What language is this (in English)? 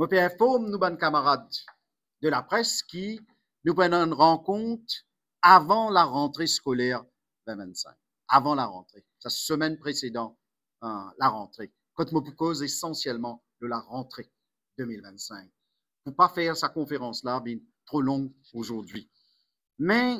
Morisyen